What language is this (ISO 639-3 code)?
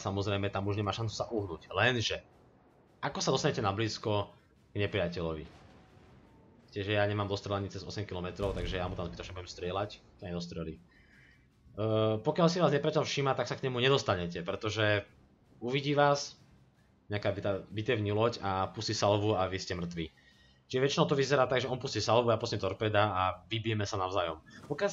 slk